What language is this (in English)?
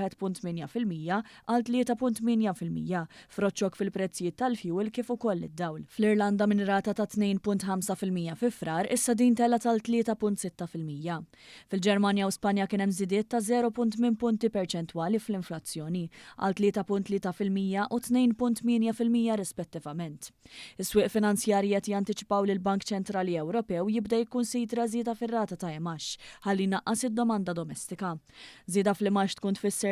Maltese